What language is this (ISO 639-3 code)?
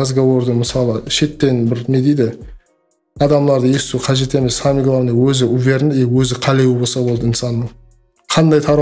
kaa